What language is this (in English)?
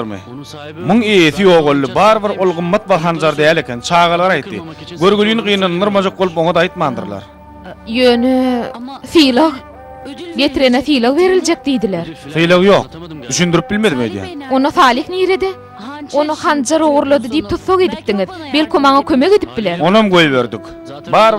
Turkmen